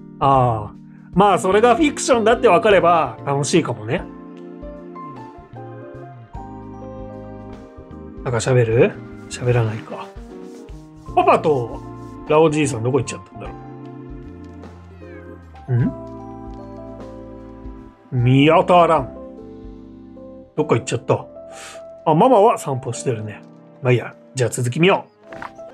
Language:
Japanese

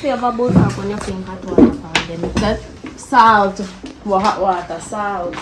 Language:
Jamaican Creole English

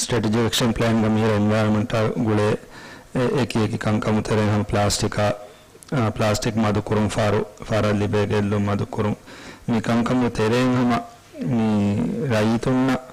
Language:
Divehi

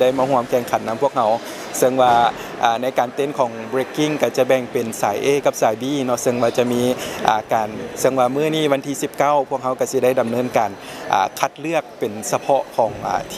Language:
Lao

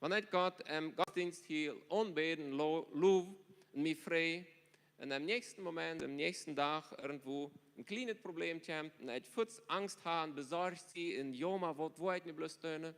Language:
Plautdietsch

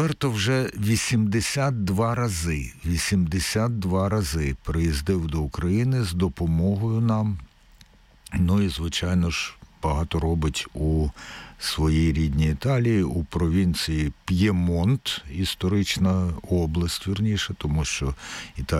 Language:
Ukrainian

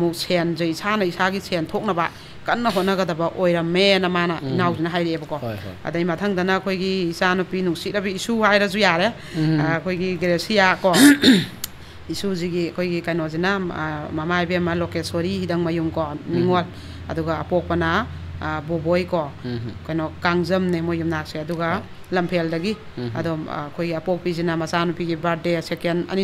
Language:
Manipuri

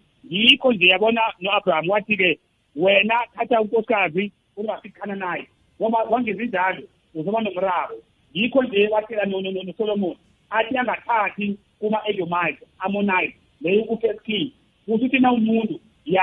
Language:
South Ndebele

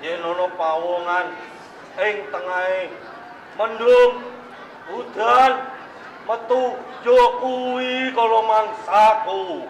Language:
Javanese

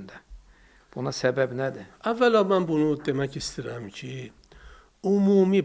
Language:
Azerbaijani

